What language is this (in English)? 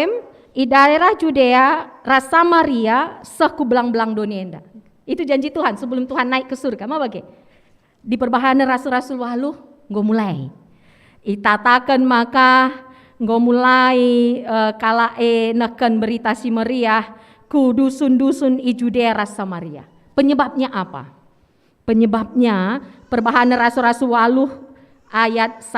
Batak Karo